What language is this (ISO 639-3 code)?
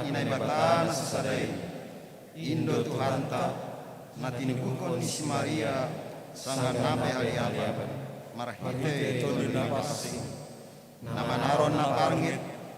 bts